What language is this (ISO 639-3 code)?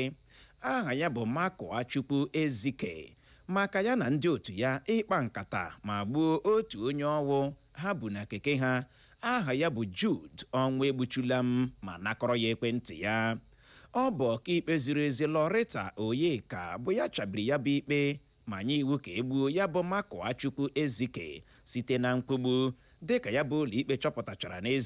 ibo